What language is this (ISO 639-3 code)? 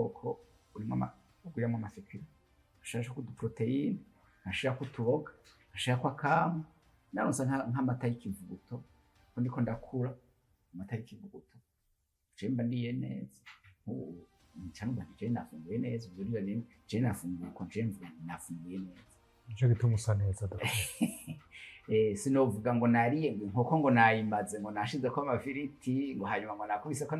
run